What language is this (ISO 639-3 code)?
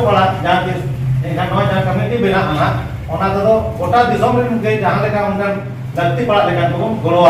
sat